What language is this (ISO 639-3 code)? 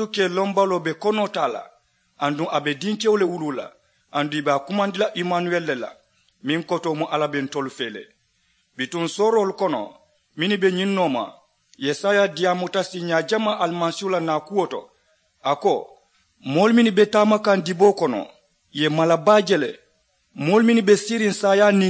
man